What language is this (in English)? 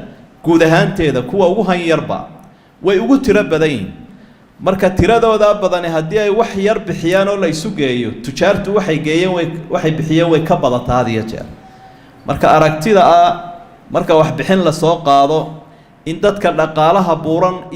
Somali